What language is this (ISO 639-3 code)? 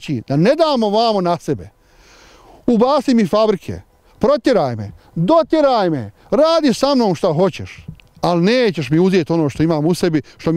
bos